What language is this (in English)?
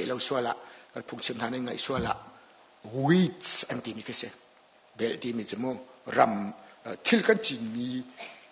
Hakha Chin